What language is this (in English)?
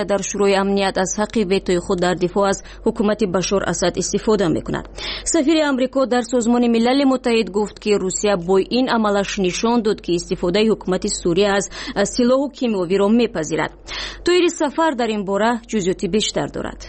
Persian